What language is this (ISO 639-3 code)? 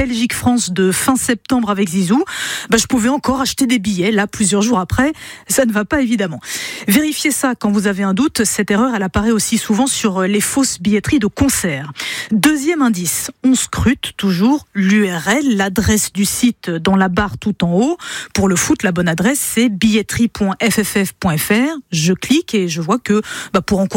fra